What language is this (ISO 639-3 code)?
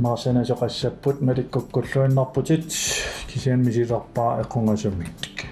kal